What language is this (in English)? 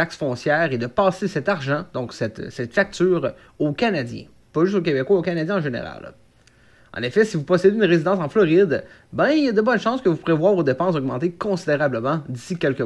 French